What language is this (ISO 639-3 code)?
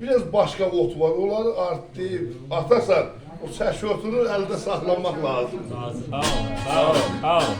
azb